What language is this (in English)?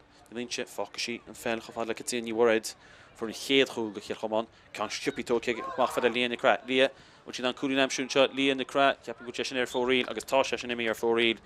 Irish